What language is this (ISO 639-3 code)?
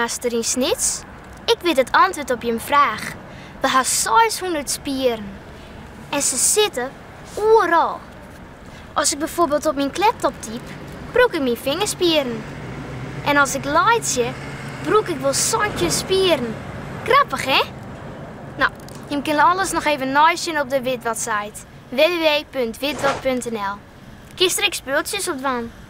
fry